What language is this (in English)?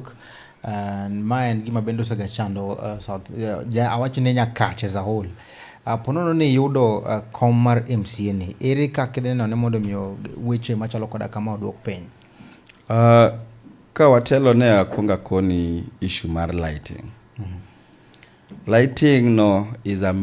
Luo (Kenya and Tanzania)